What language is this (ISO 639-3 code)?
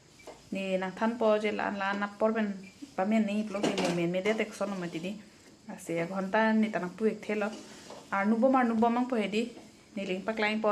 mjw